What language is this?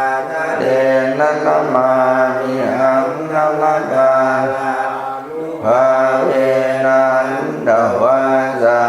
Pali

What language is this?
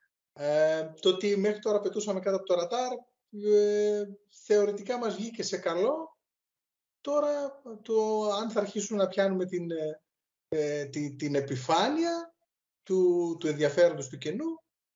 Greek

